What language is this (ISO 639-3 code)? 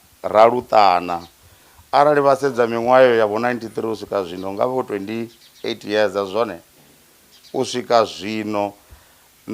ven